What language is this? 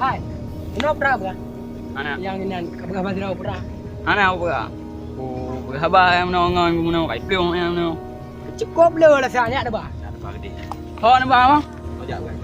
Achinese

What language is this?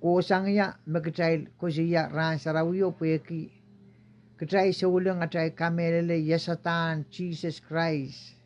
Pohnpeian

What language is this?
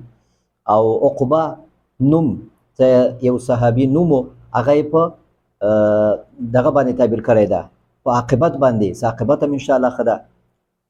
Pashto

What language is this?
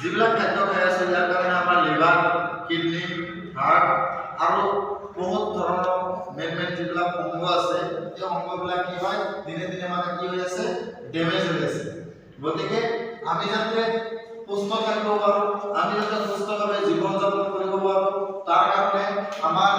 Assamese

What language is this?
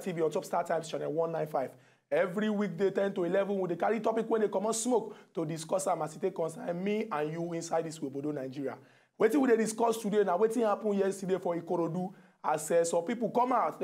Nigerian Pidgin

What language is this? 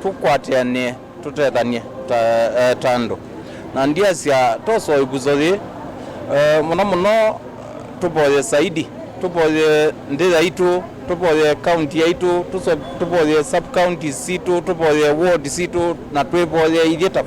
Kamba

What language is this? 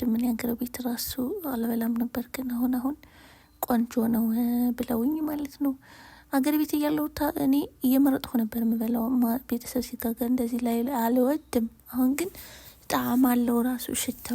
Amharic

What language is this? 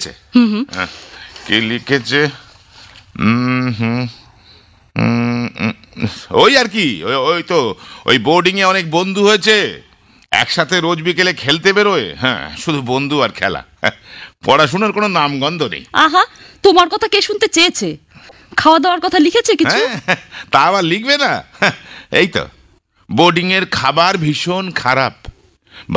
Bangla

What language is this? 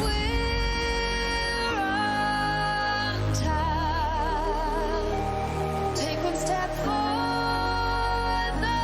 Kara-Kalpak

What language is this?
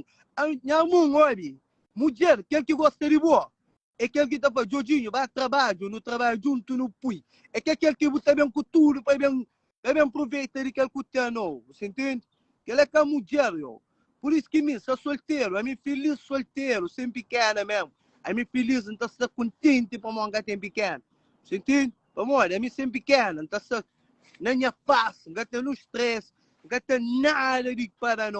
Kabuverdianu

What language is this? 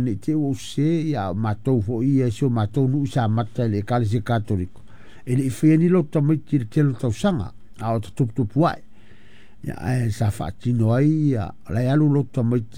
Samoan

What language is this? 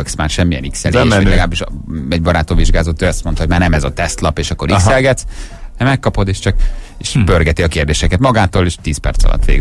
Hungarian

